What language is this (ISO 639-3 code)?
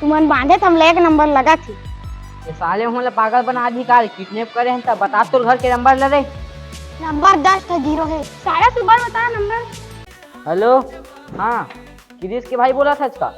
hne